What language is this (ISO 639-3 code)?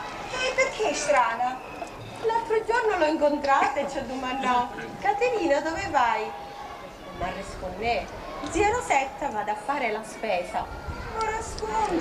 scn